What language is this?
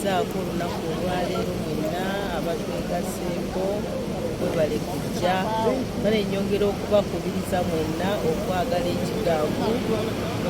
Soga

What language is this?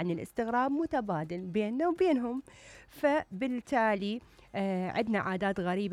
Mesopotamian Arabic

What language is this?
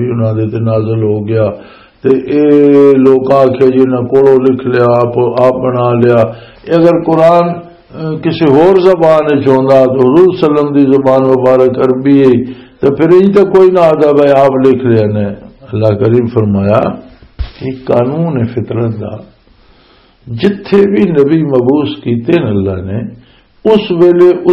Western Panjabi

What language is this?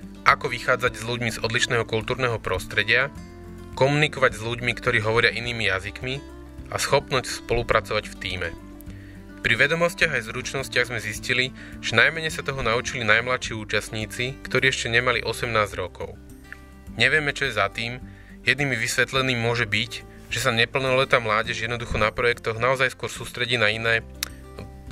Slovak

